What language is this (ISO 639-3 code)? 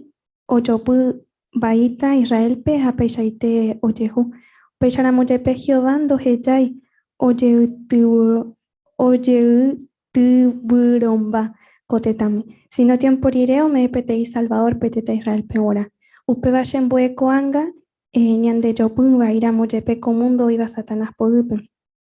grn